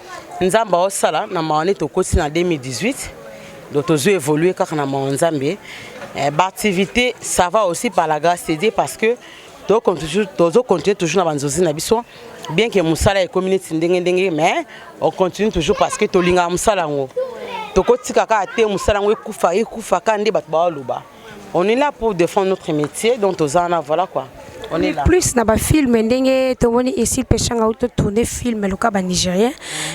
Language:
Lingala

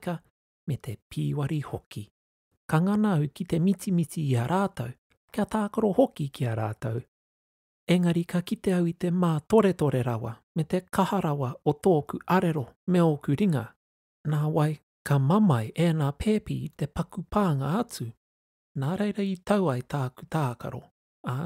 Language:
Māori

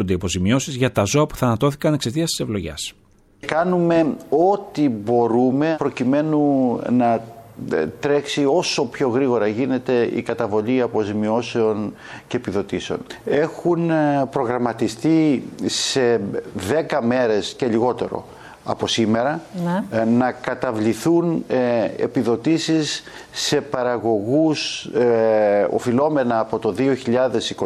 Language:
Greek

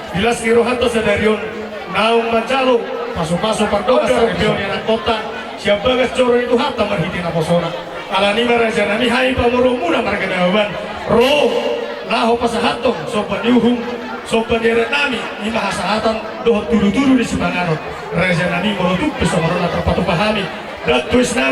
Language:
Batak Toba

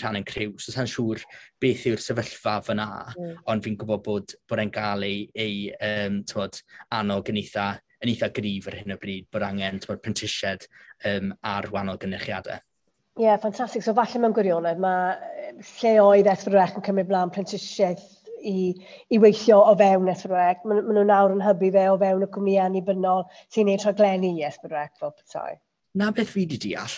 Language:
Welsh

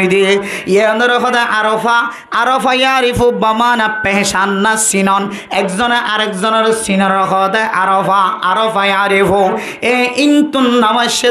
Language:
Rohingya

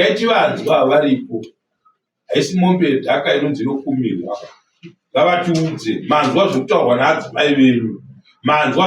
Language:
Shona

